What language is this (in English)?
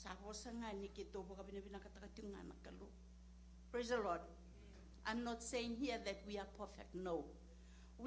Fijian